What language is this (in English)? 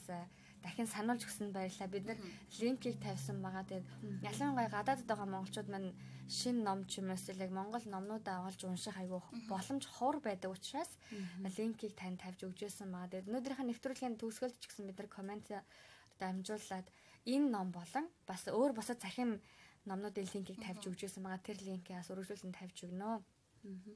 Mongolian